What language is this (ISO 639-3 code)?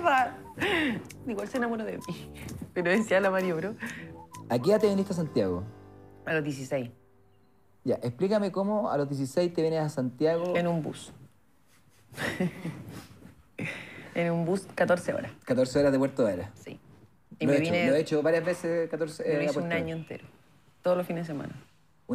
spa